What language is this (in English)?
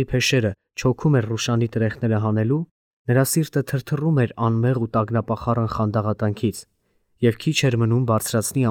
Armenian